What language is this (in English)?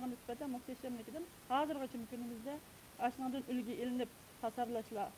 Uyghur